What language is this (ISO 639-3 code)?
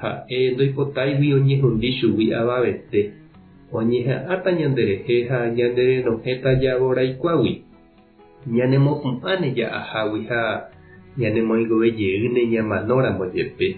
grn